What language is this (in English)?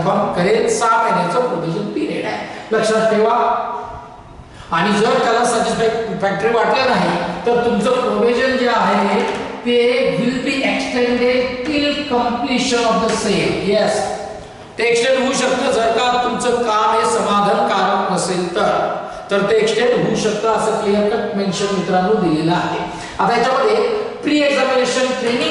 Marathi